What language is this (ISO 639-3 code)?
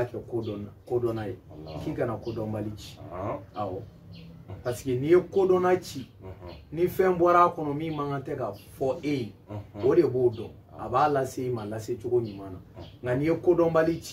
bam